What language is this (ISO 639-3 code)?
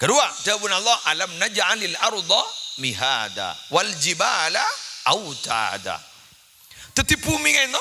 mad